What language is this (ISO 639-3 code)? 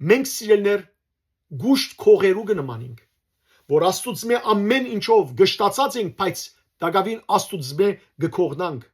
hyw